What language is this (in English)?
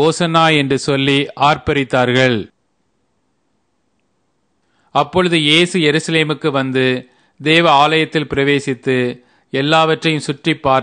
Tamil